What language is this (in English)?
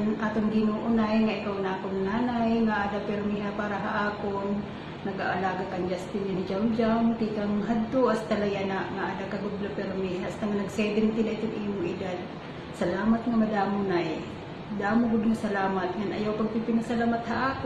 Waray